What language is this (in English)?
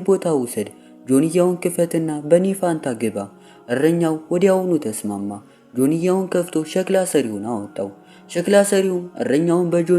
Amharic